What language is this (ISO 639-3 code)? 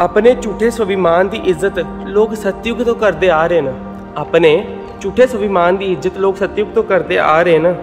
doi